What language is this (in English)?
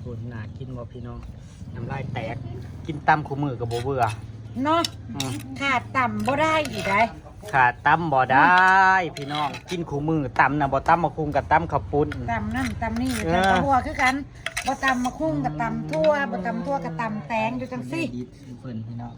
Northeastern Thai